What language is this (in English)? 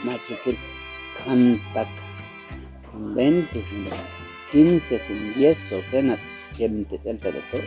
Chuj